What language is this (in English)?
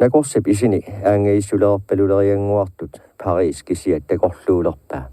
Kalaallisut